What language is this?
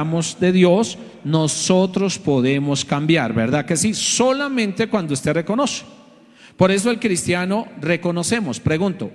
Spanish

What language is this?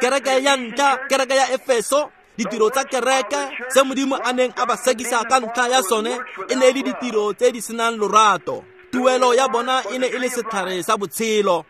Tswana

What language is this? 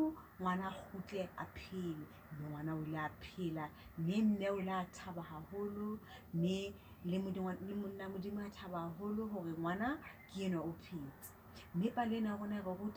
Southern Sotho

